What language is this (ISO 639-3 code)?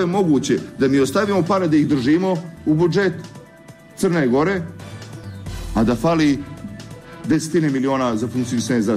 srp